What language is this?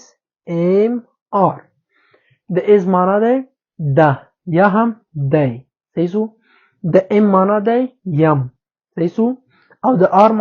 Pashto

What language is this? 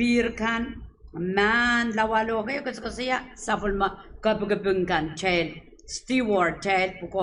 Pohnpeian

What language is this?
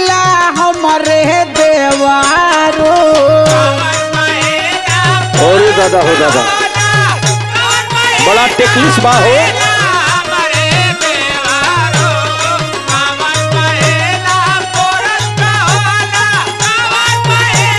Bhojpuri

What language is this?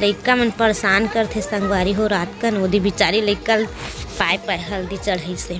Chhattisgarhi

